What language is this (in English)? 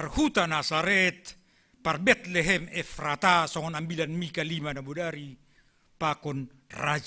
Batak Simalungun